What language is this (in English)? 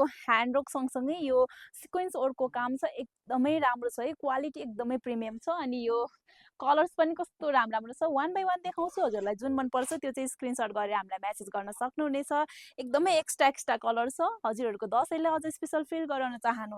Nepali